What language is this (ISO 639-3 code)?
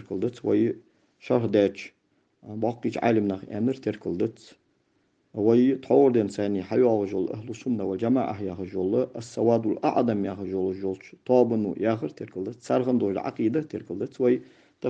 inh